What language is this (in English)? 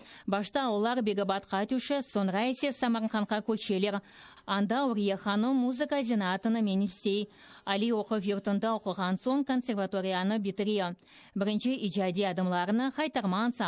Crimean Tatar